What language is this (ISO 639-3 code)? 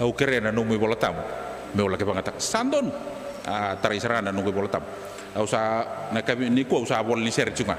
fij